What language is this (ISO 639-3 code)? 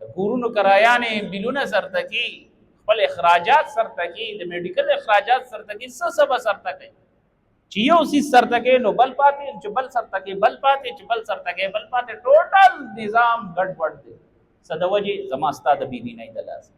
pus